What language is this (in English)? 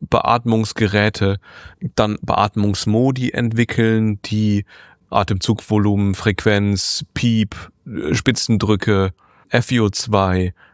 German